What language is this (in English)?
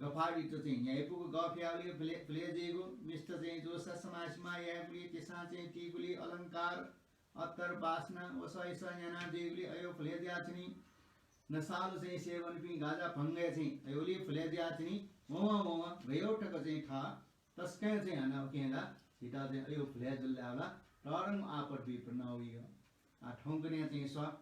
Newari